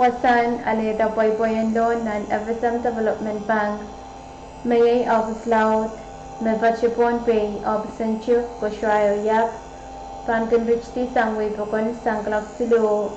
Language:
Pohnpeian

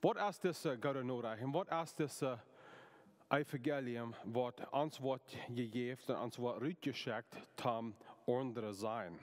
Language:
Plautdietsch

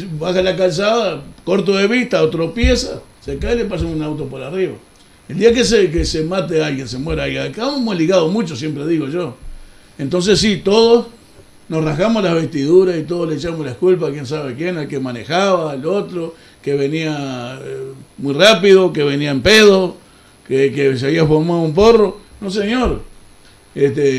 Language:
Spanish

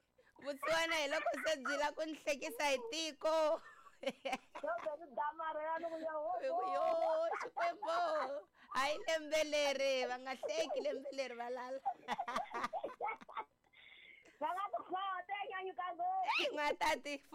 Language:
Tsonga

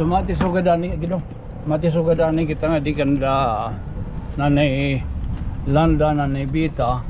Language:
Waray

